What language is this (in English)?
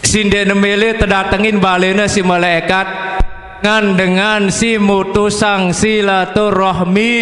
Sasak